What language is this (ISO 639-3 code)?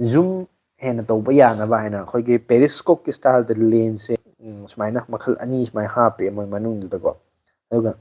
mni